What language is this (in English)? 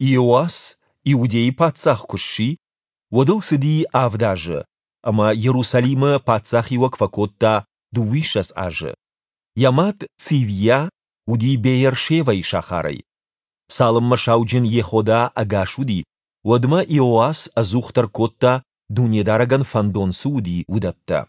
Ossetic